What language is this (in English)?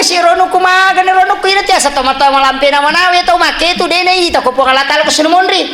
Buginese